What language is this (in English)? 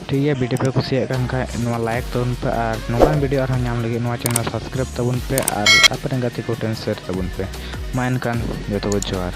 Santali